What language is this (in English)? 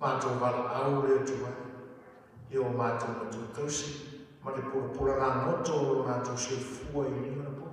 Samoan